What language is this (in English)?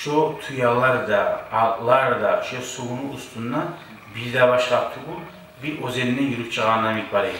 Kumyk